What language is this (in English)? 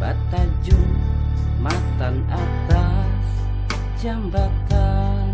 Banjar